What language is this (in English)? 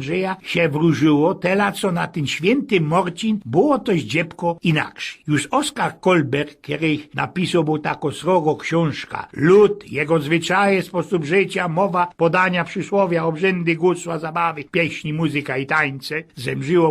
Silesian